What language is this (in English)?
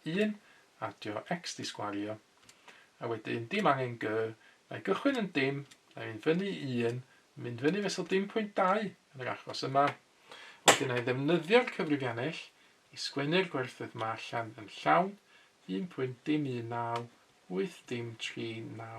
Welsh